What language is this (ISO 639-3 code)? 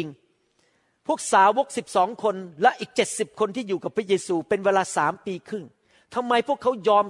tha